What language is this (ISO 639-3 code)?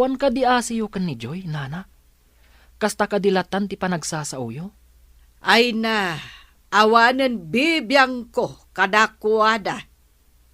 ilo